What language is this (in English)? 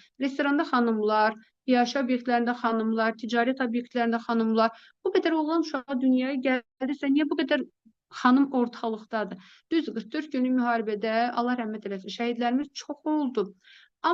Azerbaijani